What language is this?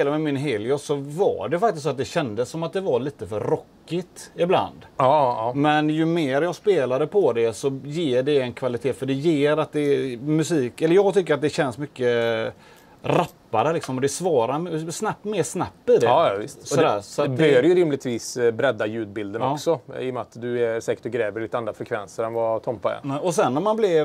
Swedish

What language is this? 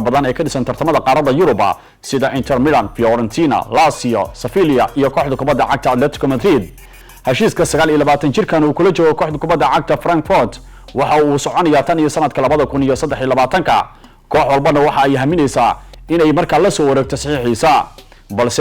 Somali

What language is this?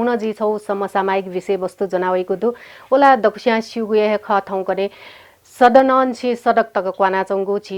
Newari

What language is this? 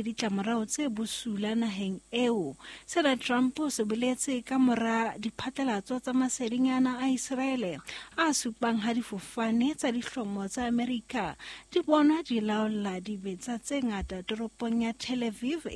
Southern Sotho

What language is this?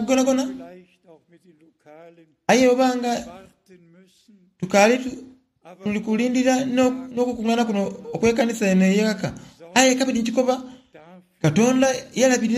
Soga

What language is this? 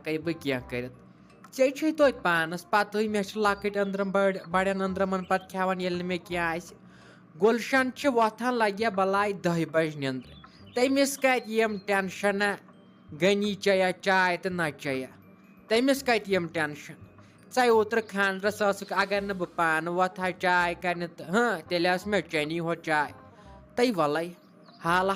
Kashmiri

